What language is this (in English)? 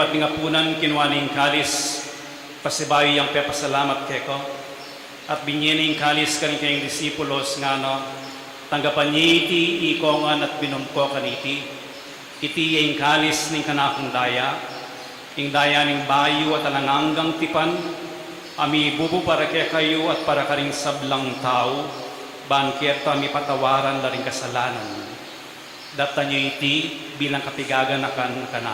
Pampanga